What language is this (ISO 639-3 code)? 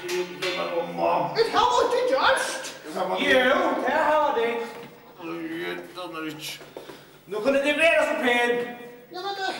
fao